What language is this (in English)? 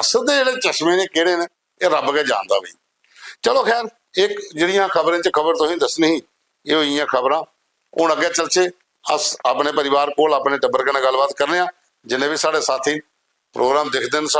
Dogri